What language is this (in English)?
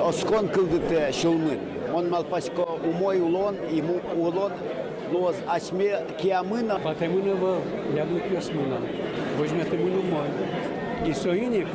Udmurt